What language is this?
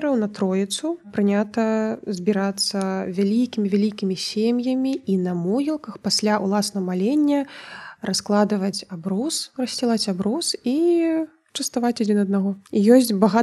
Belarusian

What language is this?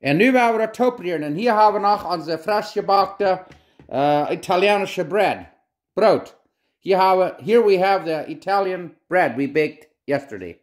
Plautdietsch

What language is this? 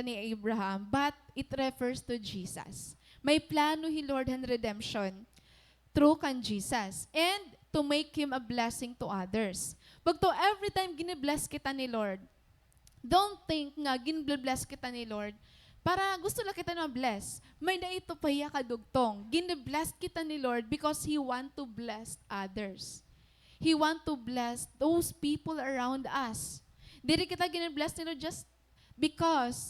Waray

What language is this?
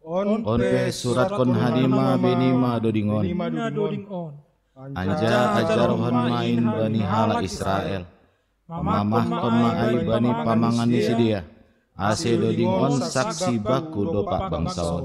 Batak Simalungun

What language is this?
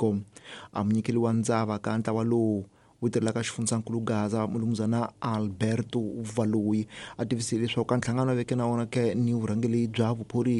Tsonga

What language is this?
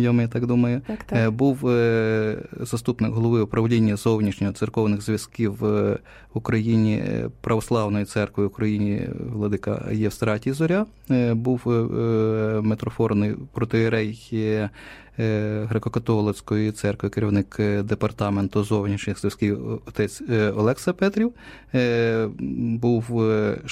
Ukrainian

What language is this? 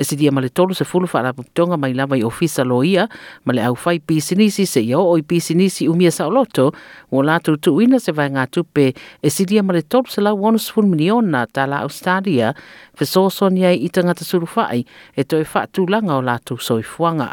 Samoan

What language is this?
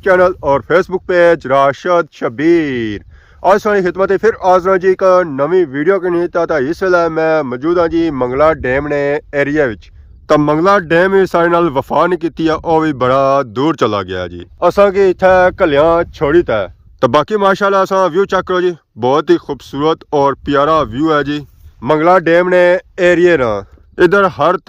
Pahari-Potwari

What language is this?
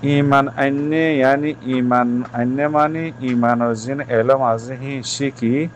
Rohingya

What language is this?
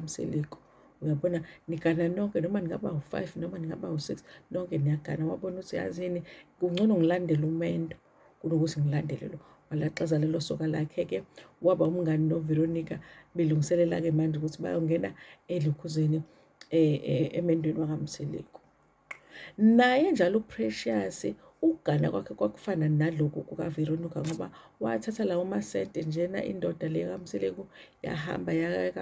Zulu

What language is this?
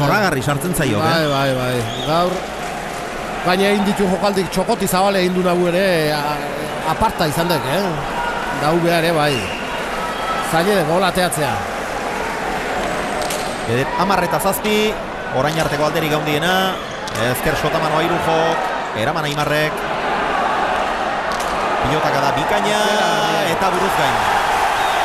Basque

